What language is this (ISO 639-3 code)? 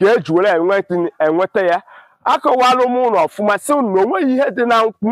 ibo